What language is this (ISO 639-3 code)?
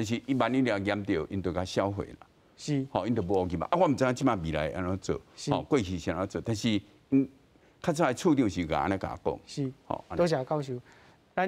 nan